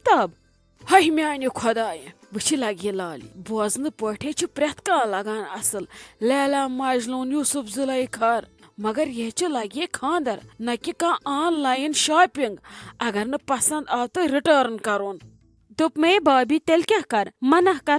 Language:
Kashmiri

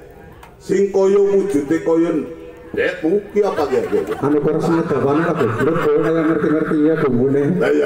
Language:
Javanese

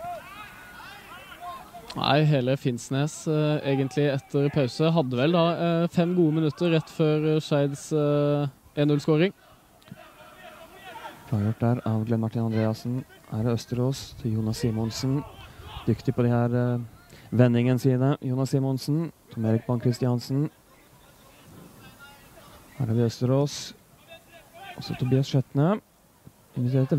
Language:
Norwegian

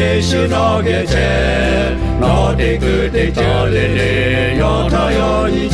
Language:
Lahu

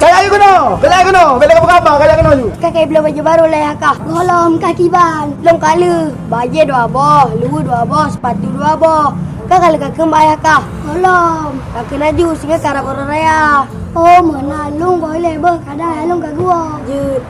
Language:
Achinese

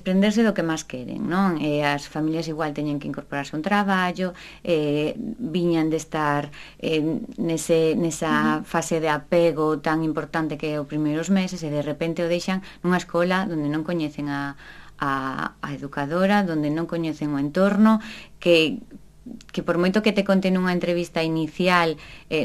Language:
Galician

